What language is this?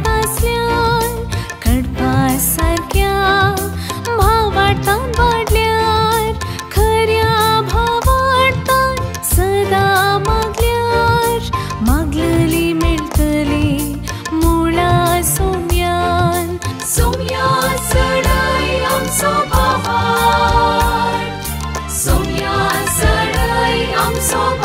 Konkani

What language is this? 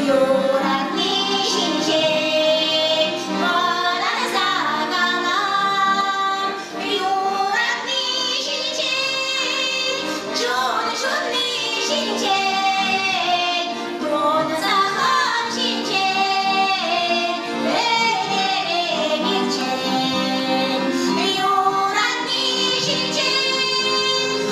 Chuvash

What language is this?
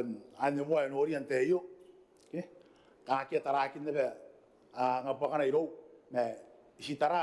Gilbertese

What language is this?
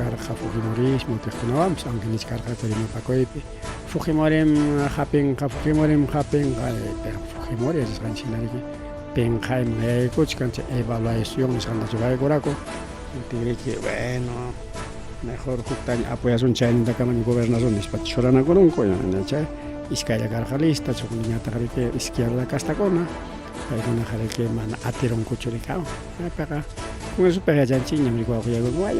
Ayacucho Quechua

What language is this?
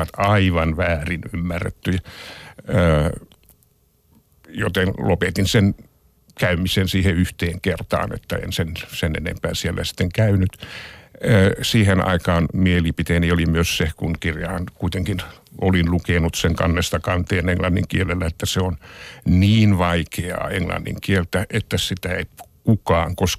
Finnish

